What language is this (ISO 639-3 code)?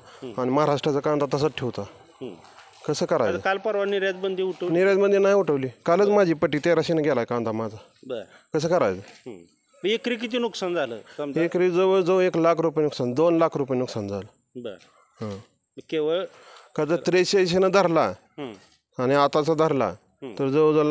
mar